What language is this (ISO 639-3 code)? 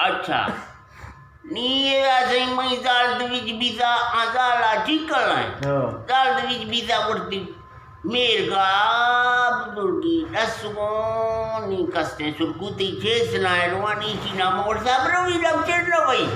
bgp